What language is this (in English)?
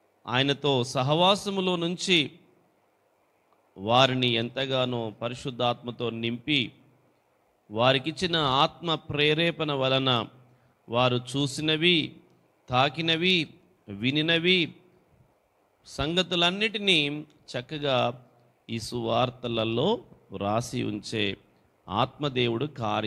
Telugu